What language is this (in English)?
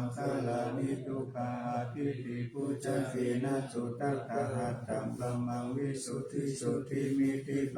Pali